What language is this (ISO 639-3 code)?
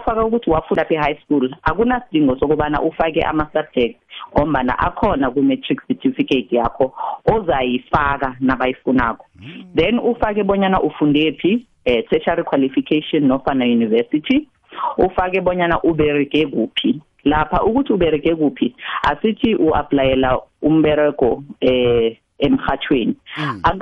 nbl